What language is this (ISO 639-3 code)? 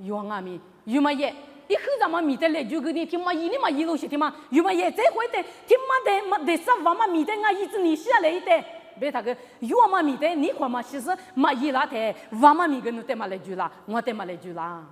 lis